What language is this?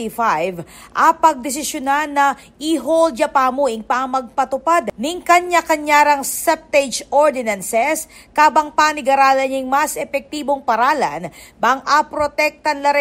Pampanga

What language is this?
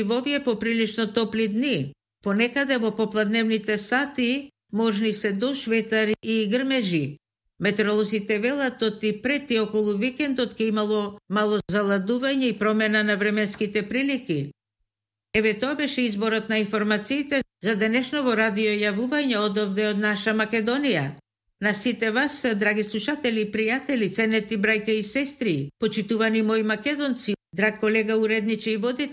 Macedonian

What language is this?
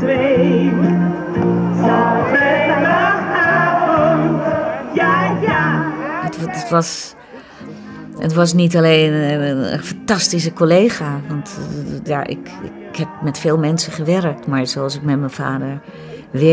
Dutch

